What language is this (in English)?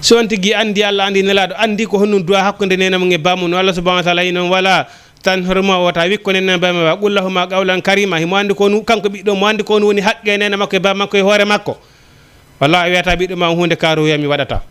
Fula